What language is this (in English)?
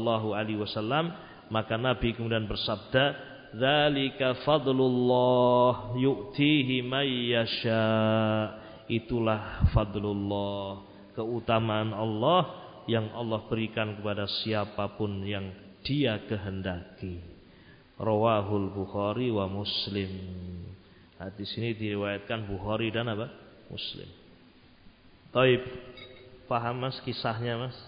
Indonesian